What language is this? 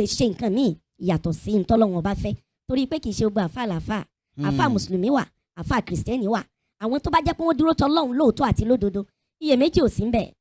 Yoruba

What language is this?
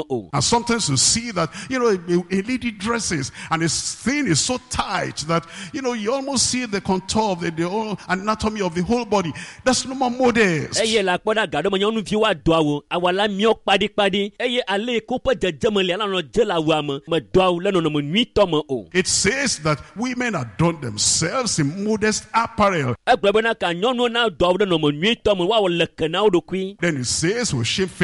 Ewe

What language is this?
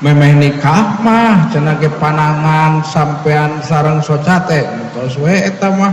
Sundanese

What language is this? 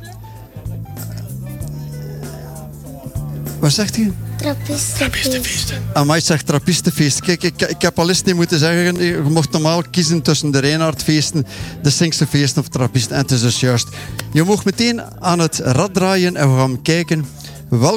Dutch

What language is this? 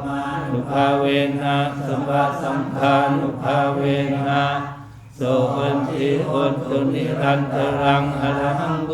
Pali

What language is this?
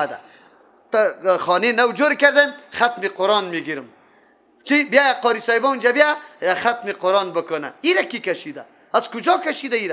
Persian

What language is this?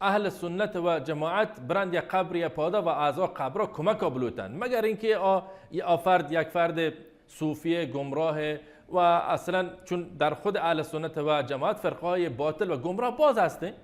Baluchi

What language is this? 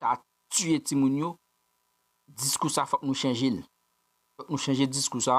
Haitian Creole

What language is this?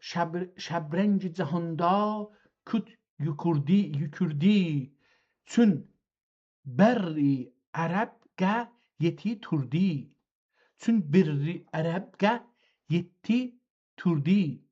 South Azerbaijani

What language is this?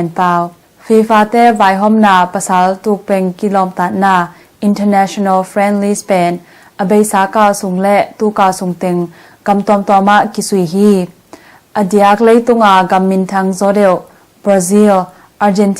Tedim Chin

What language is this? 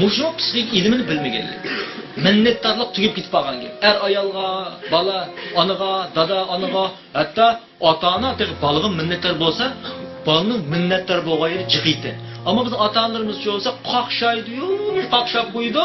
Uyghur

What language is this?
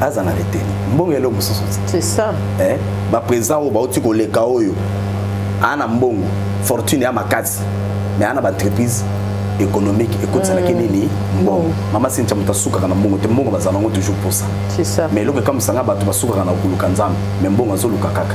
Lingala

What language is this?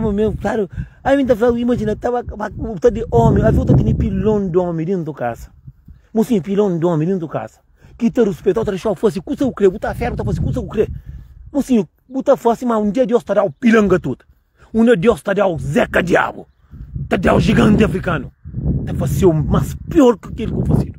Kabuverdianu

